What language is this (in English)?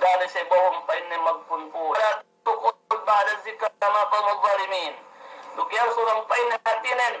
Yakan